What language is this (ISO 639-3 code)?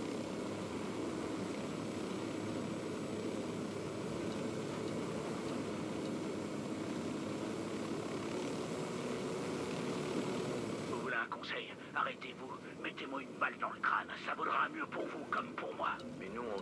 fra